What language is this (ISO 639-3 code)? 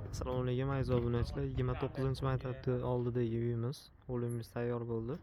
uzb